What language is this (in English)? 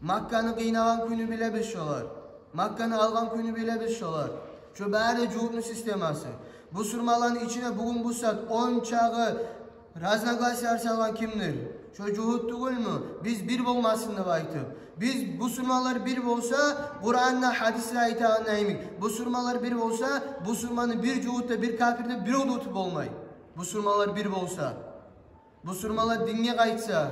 Kumyk